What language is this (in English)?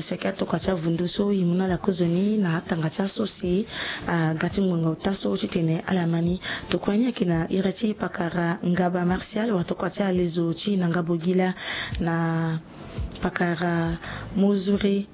Sango